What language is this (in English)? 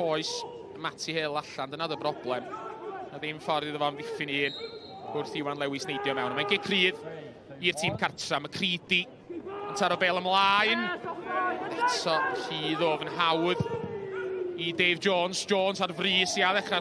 Welsh